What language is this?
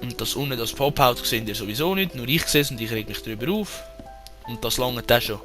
Swiss German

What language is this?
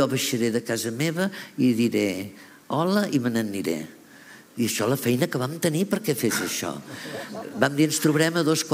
Catalan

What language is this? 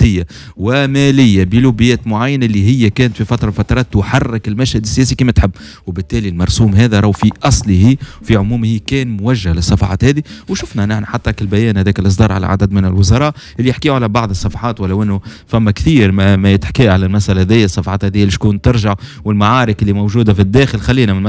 Tunisian Arabic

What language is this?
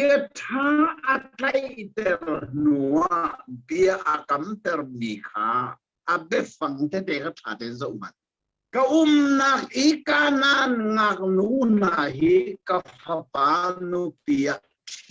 Hakha Chin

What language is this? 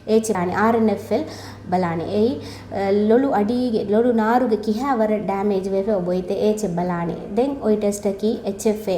Divehi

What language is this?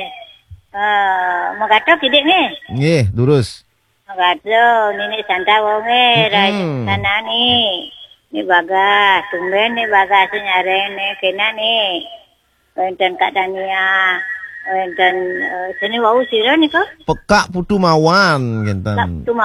Balinese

